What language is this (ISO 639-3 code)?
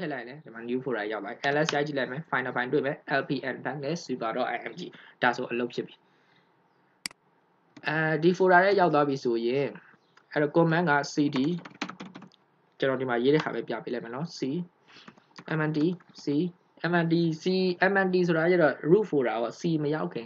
mya